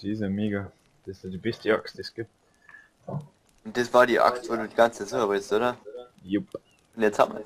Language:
Bavarian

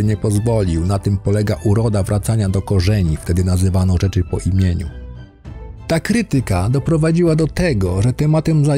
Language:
Polish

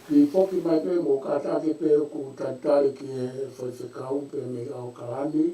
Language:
Tongan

